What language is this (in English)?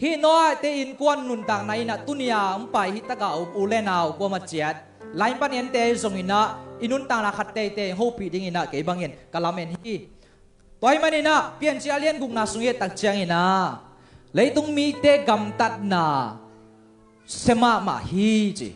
Tedim Chin